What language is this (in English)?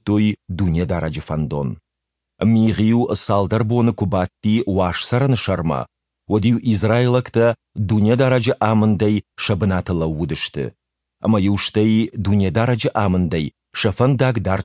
Ossetic